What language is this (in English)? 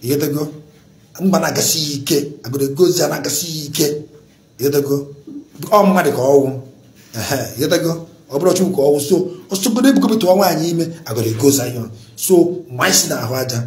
Igbo